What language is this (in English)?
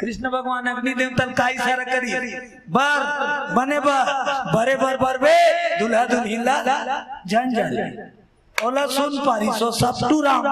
Chhattisgarhi